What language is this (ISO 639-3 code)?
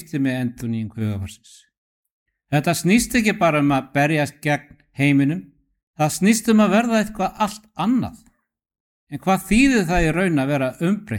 isl